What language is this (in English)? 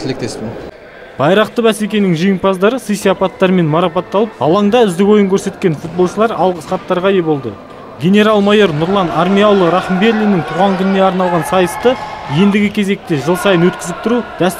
Kazakh